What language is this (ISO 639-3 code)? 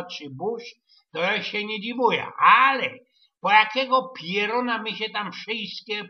szl